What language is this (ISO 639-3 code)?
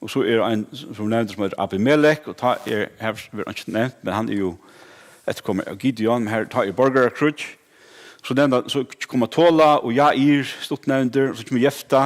fao